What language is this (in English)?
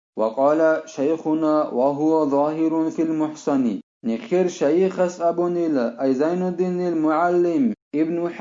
Avaric